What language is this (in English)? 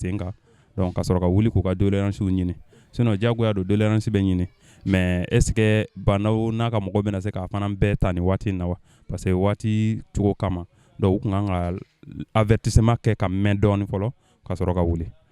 Bambara